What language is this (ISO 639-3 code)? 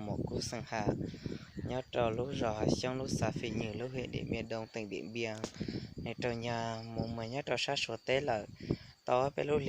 hmn